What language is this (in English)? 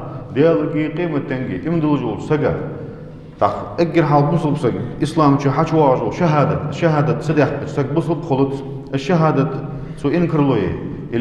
Ingush